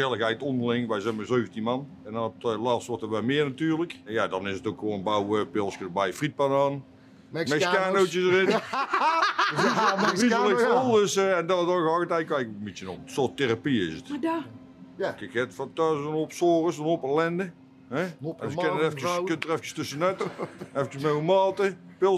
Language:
Limburgish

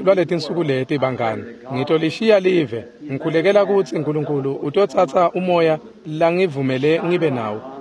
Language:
Swati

